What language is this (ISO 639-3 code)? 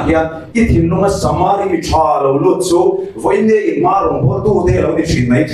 lus